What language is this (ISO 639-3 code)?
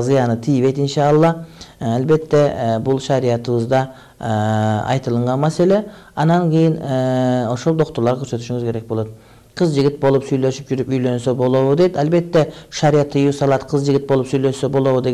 kir